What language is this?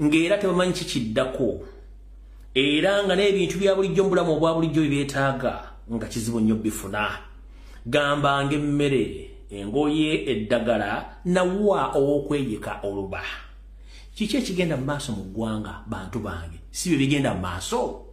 Ganda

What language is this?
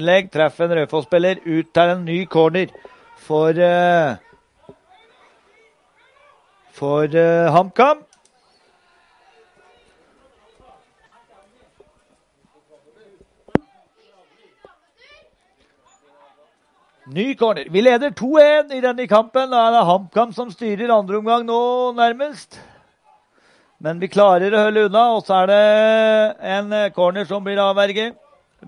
Norwegian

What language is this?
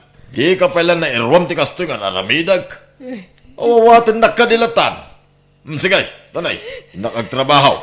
Iloko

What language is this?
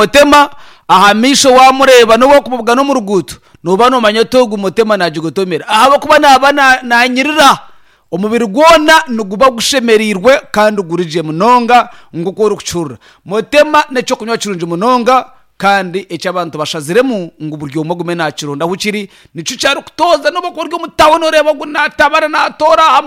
Nyankole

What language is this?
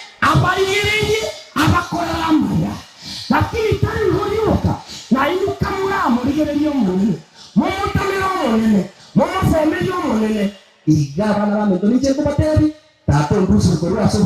Gusii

